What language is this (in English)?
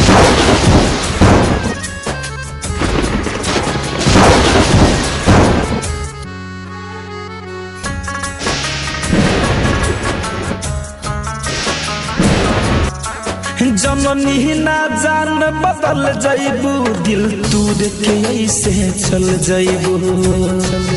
Bhojpuri